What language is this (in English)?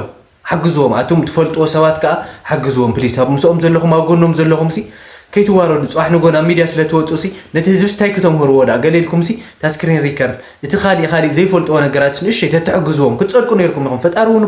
Tigrinya